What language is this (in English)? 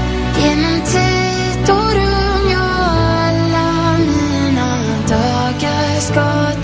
Swedish